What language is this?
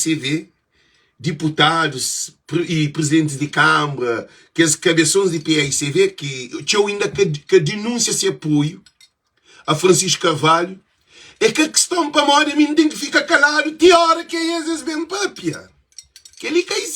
Kabuverdianu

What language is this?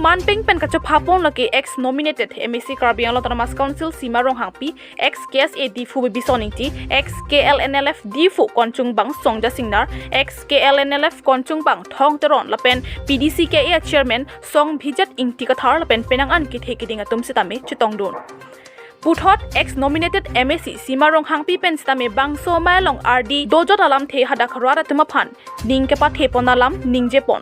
Karbi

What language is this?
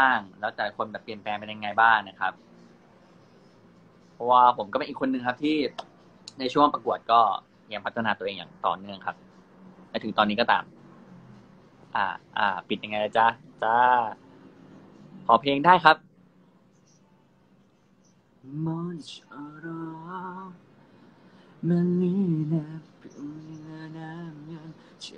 Thai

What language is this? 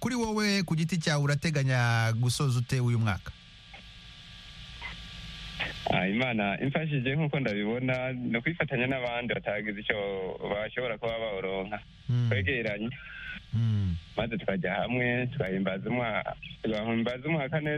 Kinyarwanda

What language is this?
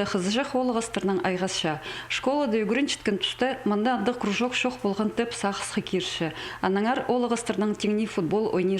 Khakas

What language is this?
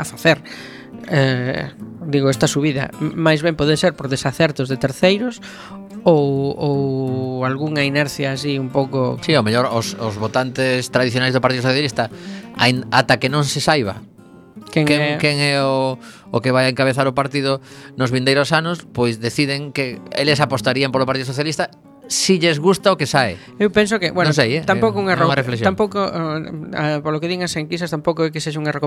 Galician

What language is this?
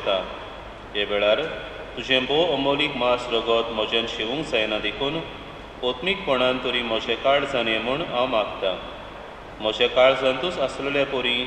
Konkani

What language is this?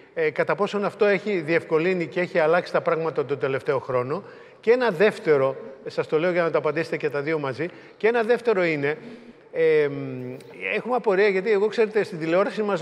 Greek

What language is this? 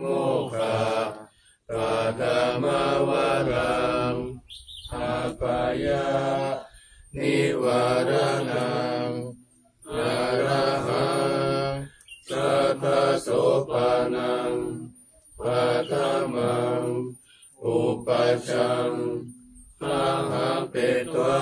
Pali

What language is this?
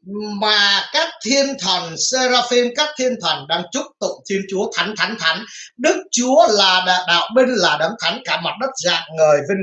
Vietnamese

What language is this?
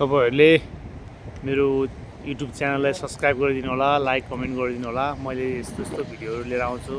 Nepali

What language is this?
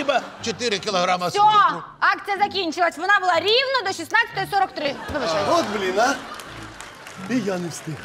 Ukrainian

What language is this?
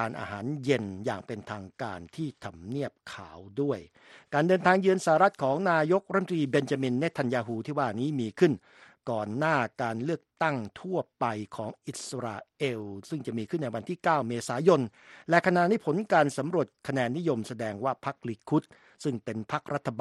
Thai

